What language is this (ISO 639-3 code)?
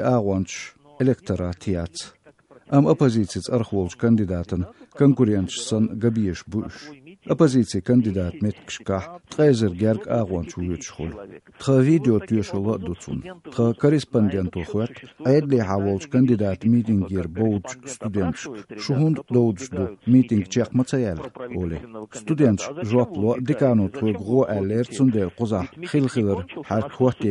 che